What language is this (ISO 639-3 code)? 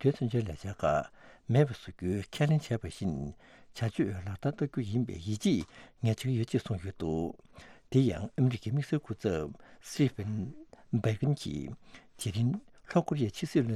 bod